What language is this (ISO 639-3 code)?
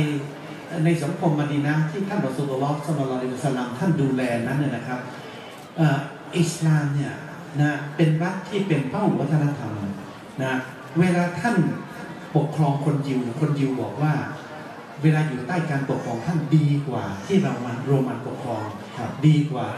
tha